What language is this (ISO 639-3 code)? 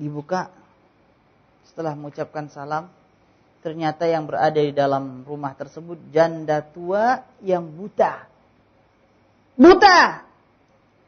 ind